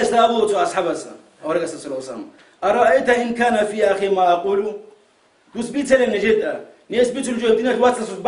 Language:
Avaric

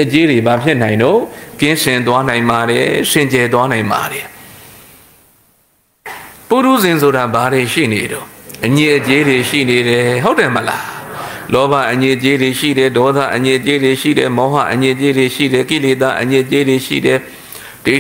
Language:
Burmese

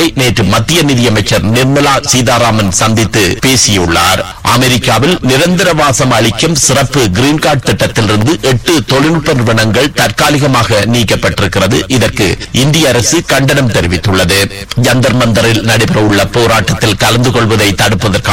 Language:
Tamil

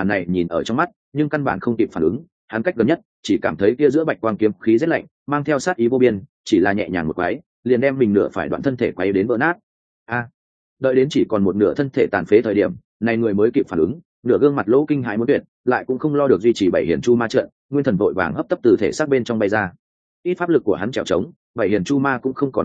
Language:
Vietnamese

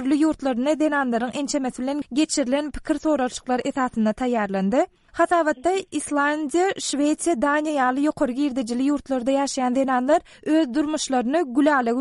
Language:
Turkmen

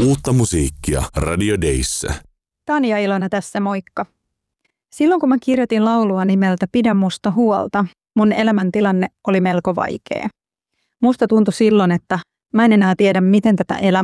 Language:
Finnish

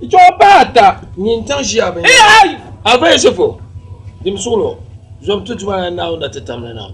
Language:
Dagbani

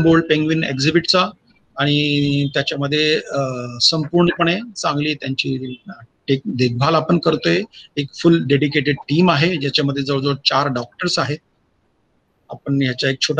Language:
Marathi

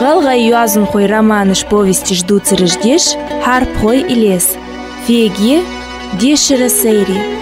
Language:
Ingush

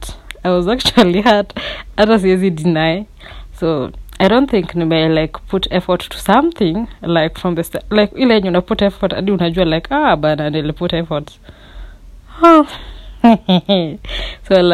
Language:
Swahili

